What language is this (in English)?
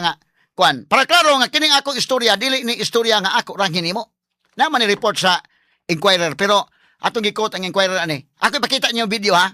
Cebuano